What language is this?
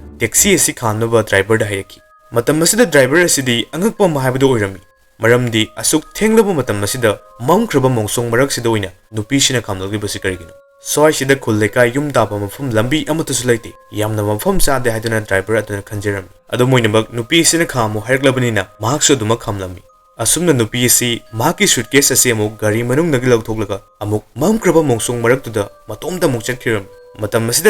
Manipuri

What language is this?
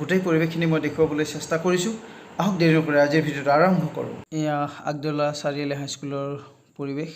Assamese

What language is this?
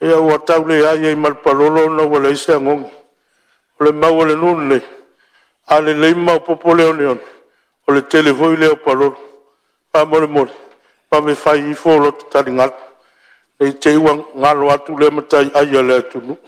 Samoan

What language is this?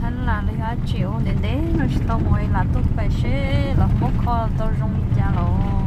Hmong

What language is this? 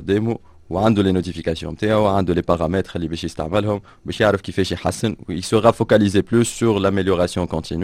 Tunisian Arabic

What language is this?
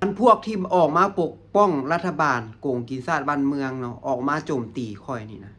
Lao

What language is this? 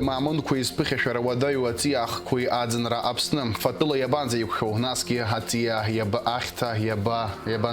Abkhazian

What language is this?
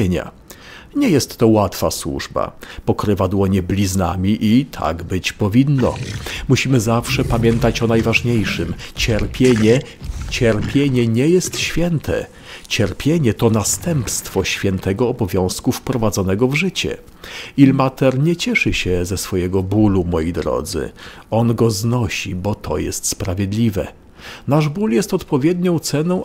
Polish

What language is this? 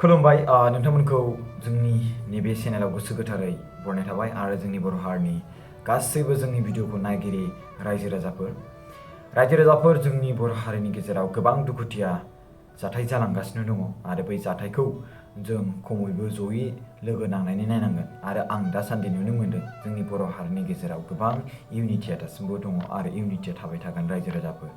Bodo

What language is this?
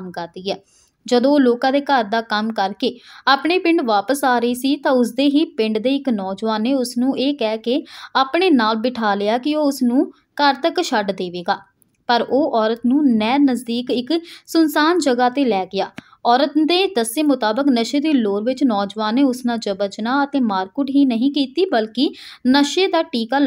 Punjabi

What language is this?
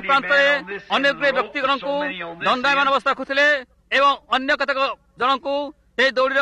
Odia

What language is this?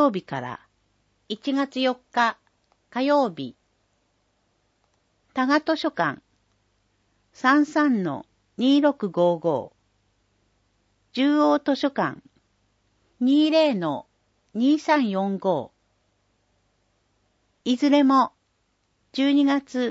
Japanese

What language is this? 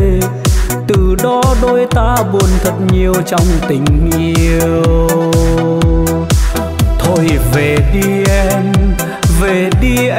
Vietnamese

